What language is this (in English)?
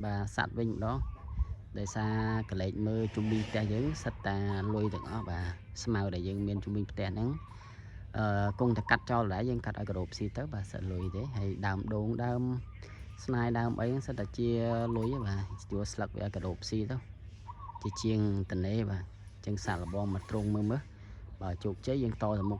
Khmer